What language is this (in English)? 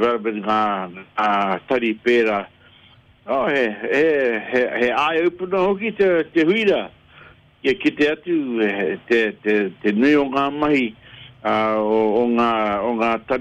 Māori